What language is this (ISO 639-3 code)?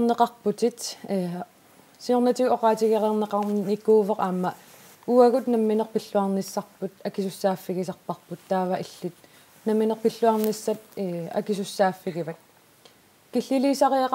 kal